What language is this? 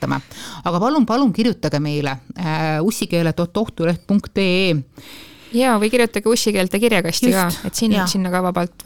Estonian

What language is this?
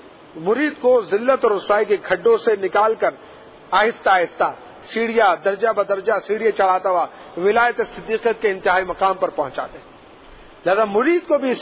Urdu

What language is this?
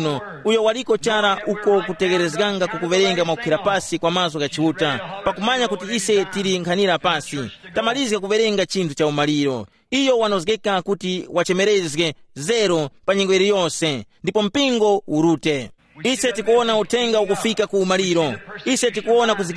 Tumbuka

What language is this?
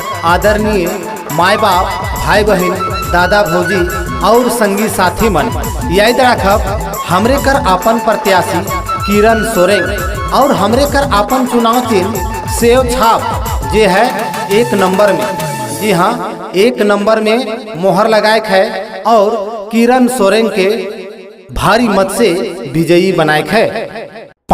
Sadri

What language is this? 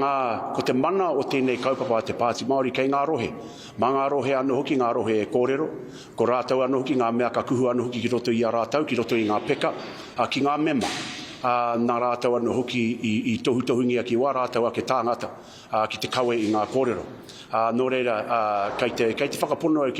Māori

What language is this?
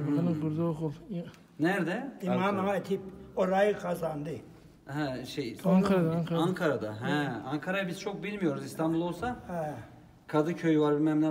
Turkish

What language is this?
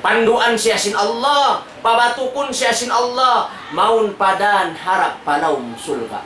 Tausug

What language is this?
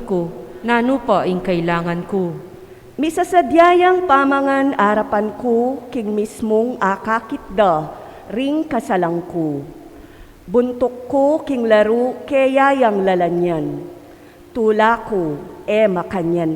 Pampanga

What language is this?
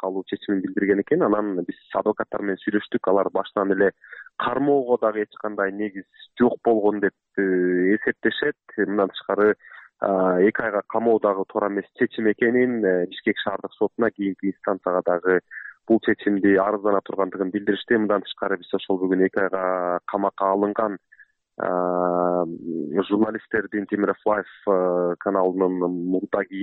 Kyrgyz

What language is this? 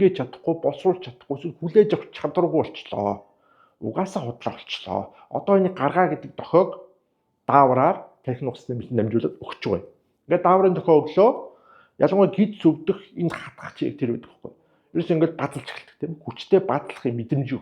Mongolian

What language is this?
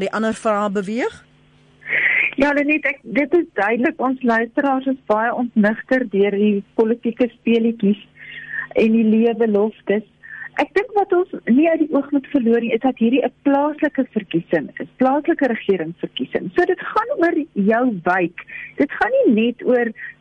Afrikaans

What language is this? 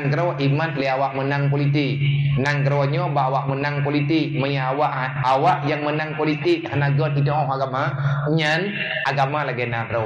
Achinese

